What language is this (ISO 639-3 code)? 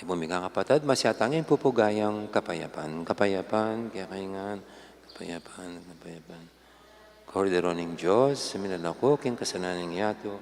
pam